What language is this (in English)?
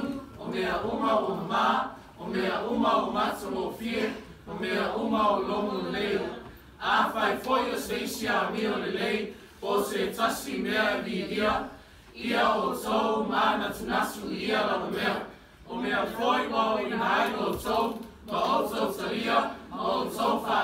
Samoan